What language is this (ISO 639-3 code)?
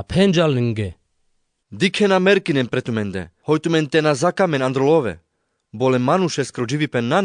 rmc